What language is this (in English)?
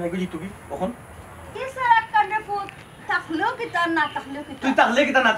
Sylheti